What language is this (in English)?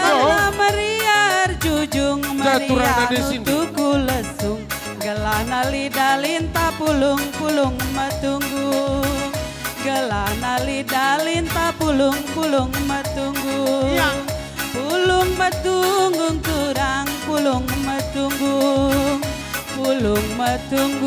Batak Karo